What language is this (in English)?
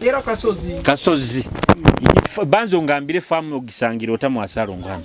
Nyoro